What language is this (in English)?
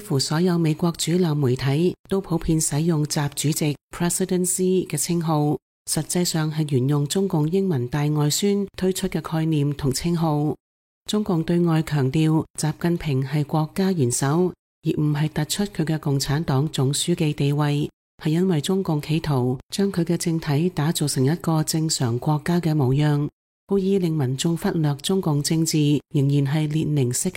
Cantonese